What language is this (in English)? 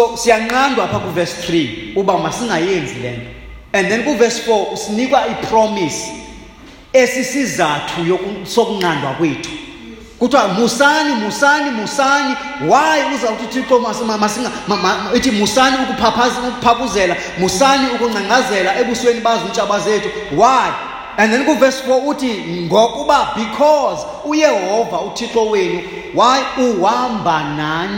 Xhosa